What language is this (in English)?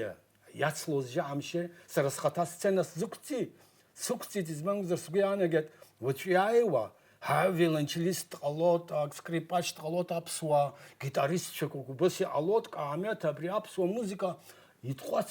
Abkhazian